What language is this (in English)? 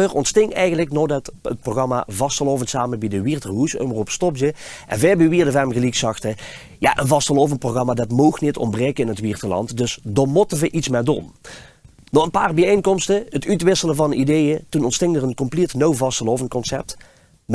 Limburgish